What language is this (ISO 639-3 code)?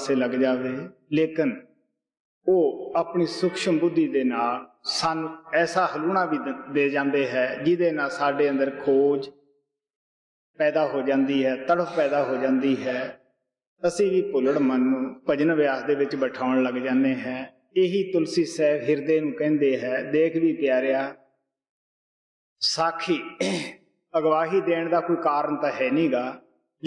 pan